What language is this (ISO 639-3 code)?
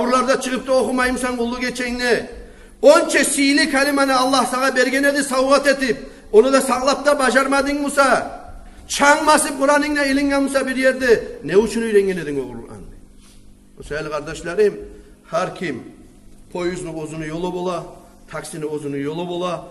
kum